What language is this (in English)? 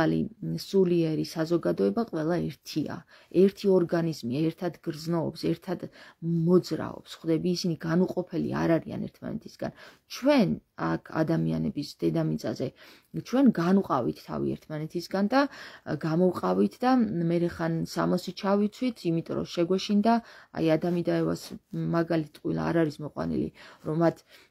Georgian